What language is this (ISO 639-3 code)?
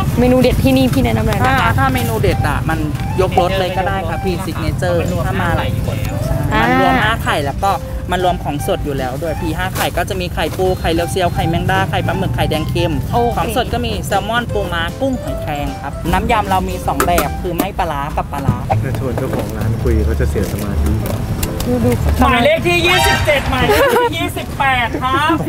tha